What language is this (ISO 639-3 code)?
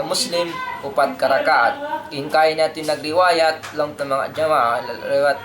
tsg